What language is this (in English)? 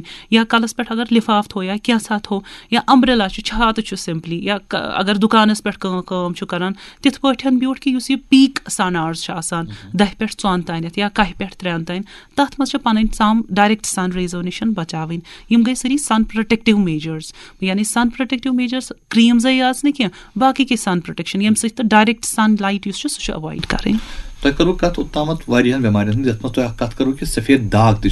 Kashmiri